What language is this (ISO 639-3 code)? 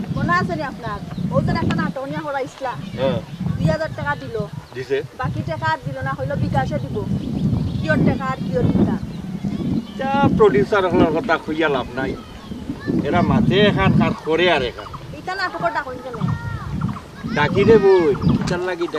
syl